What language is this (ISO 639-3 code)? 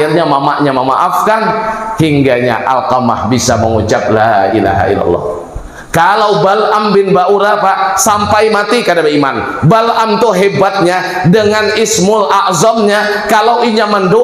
bjn